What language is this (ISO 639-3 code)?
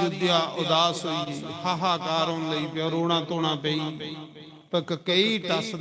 doi